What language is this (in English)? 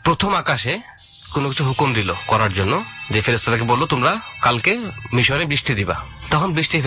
Bangla